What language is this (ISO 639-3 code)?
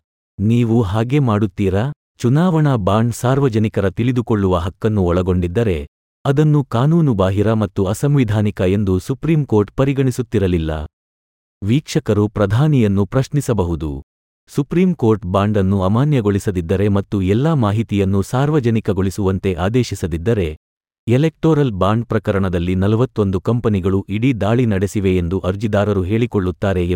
kan